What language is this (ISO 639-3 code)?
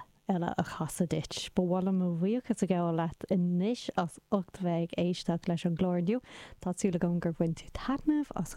gle